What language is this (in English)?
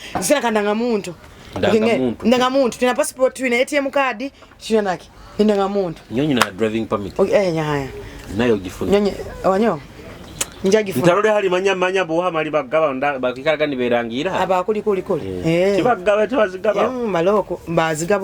Nyoro